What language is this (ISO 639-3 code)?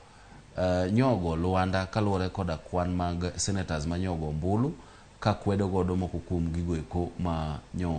luo